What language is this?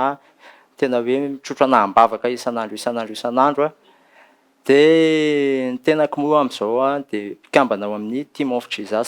Malagasy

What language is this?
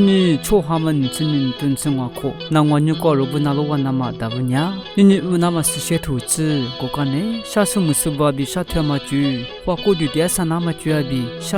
Lisu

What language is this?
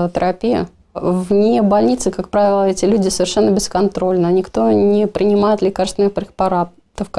Russian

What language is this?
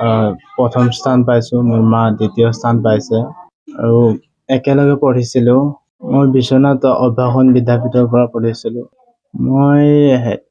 Assamese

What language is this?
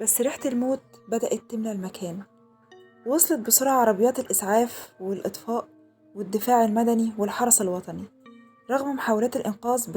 Egyptian Arabic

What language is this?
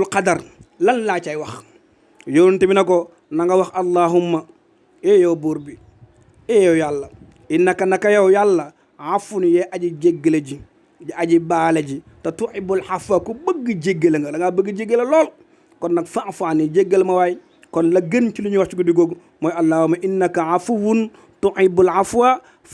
Wolof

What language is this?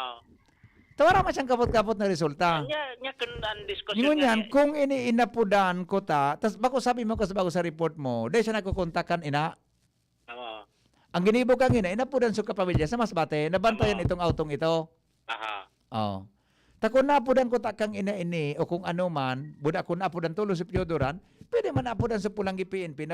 Bikol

